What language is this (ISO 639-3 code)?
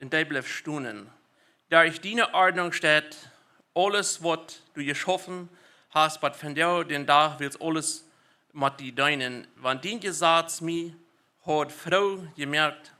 pdt